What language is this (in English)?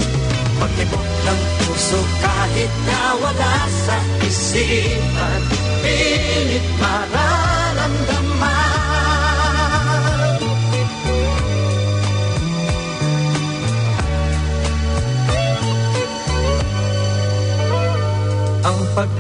Filipino